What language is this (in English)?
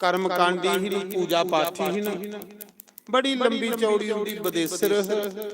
Dogri